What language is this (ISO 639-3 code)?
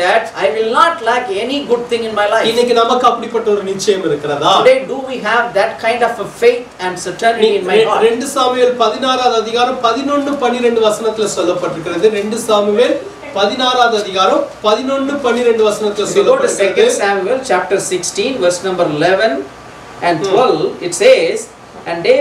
tam